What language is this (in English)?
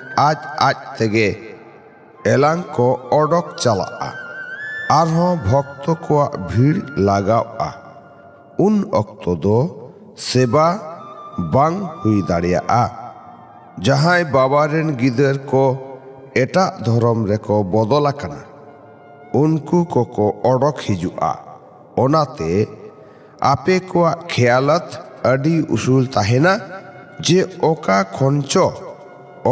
Santali